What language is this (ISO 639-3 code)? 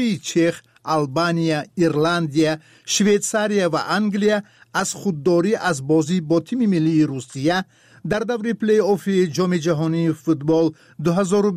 tgk